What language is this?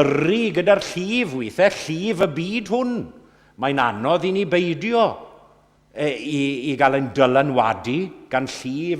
Welsh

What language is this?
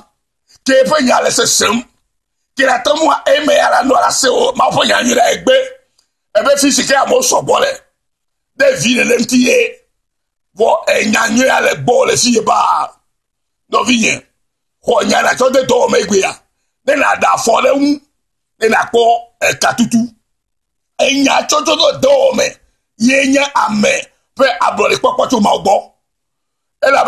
Ewe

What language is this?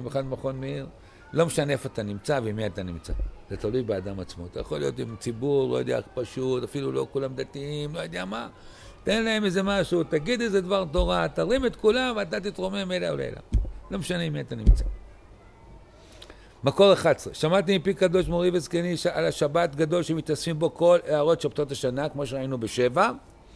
Hebrew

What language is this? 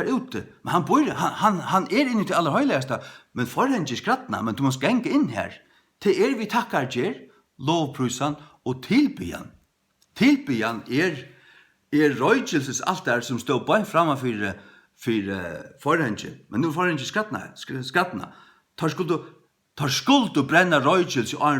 Faroese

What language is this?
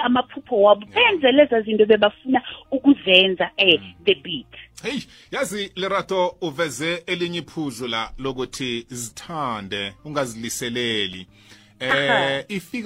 South Ndebele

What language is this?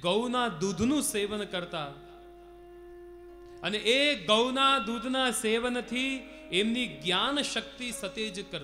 Gujarati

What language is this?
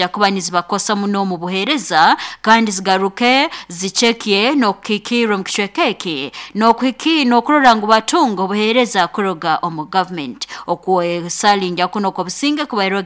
Nyoro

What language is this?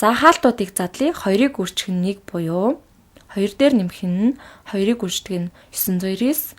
Mongolian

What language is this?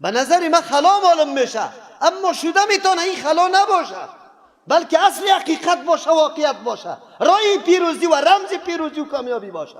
Persian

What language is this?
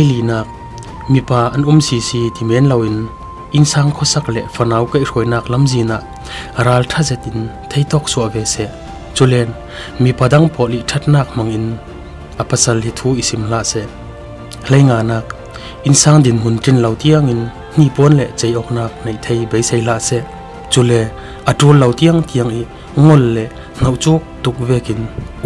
Falam Chin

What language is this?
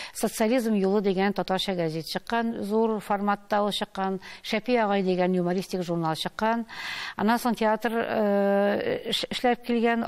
Tatar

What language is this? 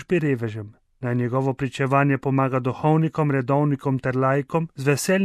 Slovenian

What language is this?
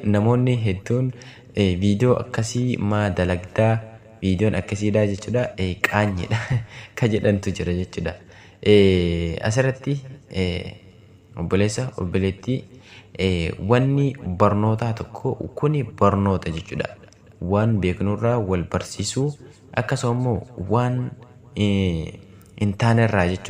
Oromo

